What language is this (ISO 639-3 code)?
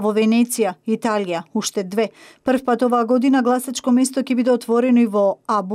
mkd